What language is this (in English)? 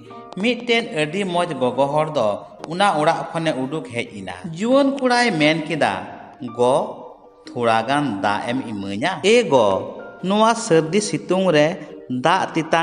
Santali